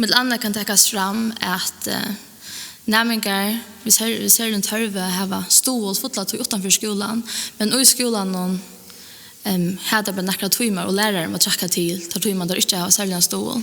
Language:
Faroese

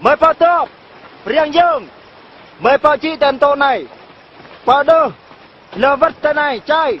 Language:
Eastern Bru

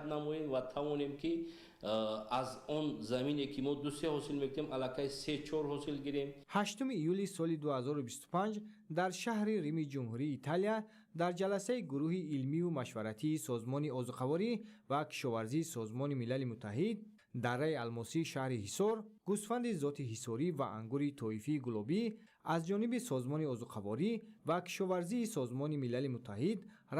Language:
Tajik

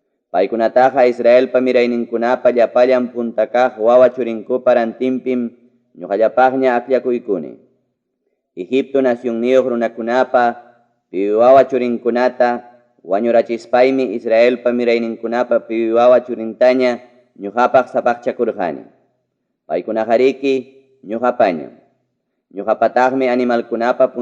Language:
Ayacucho Quechua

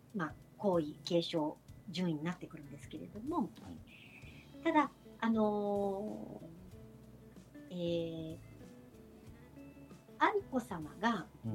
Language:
Japanese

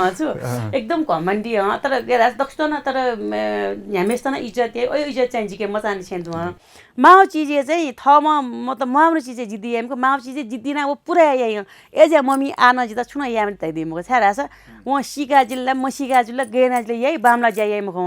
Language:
Newari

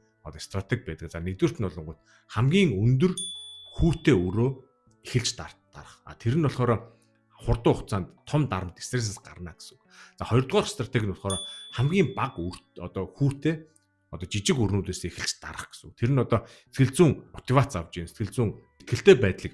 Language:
Mongolian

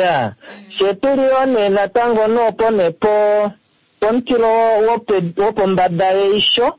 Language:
Kuanyama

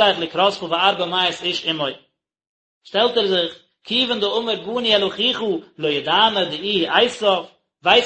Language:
Yiddish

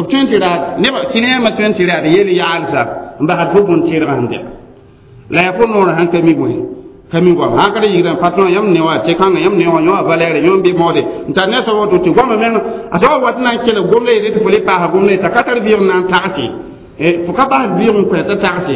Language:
Mossi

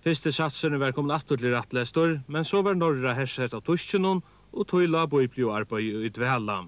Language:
Faroese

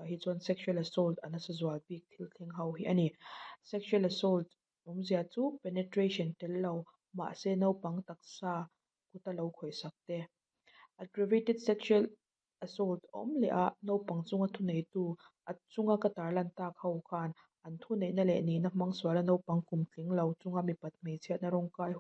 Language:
Mizo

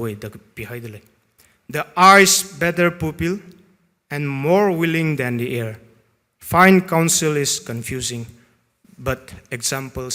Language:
Tangkhul Naga (India)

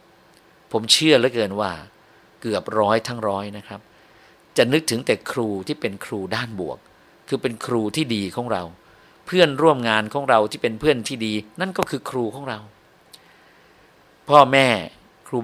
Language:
Thai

